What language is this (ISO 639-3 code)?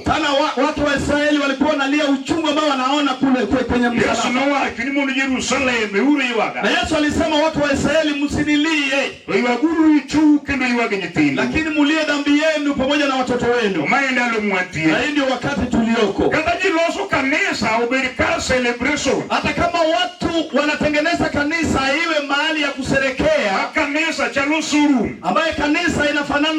luo